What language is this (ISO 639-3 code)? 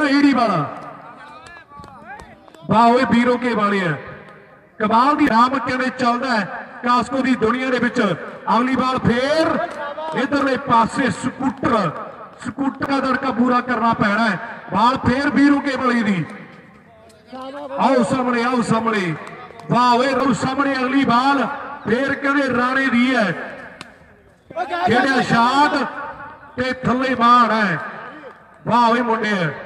pan